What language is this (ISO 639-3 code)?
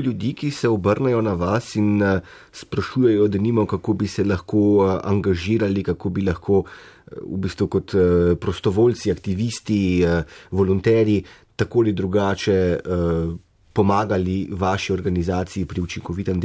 slv